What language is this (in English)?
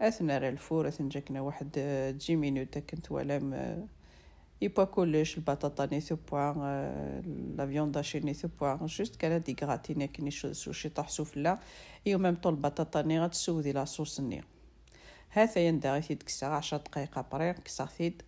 Kabyle